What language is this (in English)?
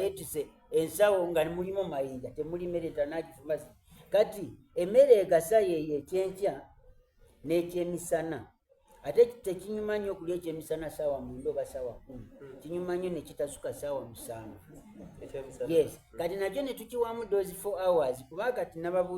Soga